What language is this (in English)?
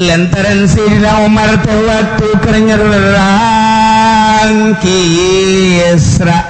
Sundanese